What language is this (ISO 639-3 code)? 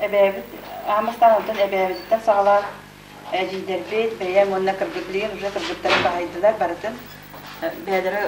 sah